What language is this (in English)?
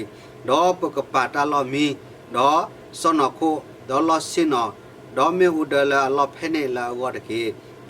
S'gaw Karen